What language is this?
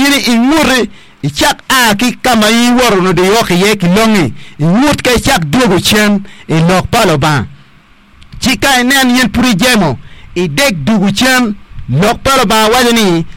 Acoli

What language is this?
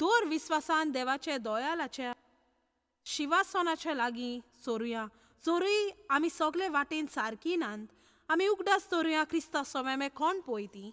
Konkani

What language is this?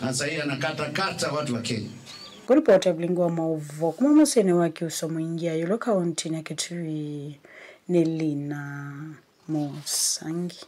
Kamba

